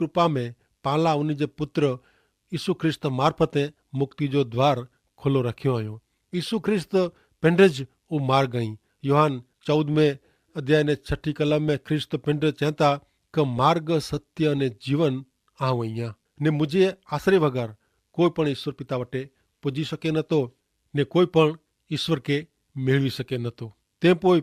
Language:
Kachhi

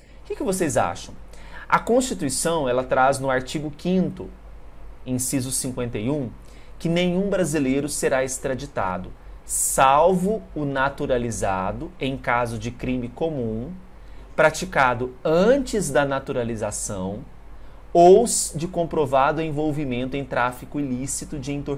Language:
Portuguese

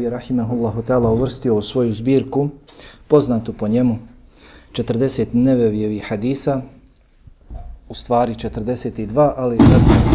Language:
Bosnian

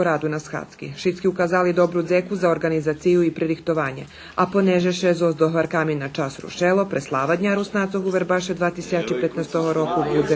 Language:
Rusyn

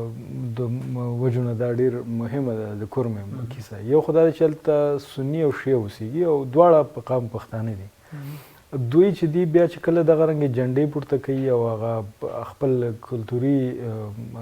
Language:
Pashto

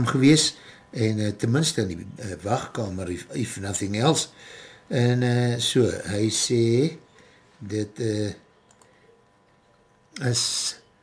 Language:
Afrikaans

